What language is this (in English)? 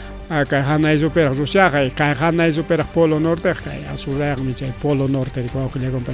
Ayacucho Quechua